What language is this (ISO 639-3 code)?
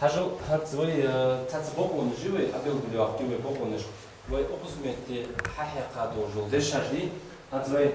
inh